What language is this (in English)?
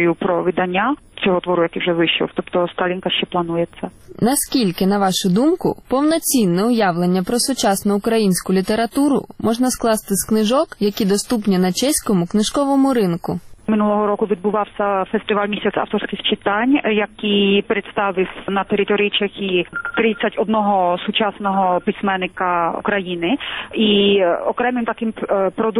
Ukrainian